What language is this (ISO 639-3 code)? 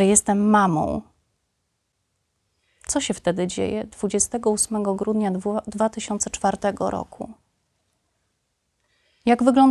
pol